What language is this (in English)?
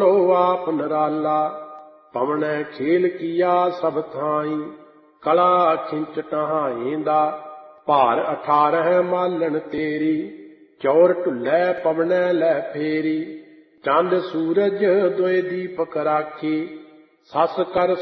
Punjabi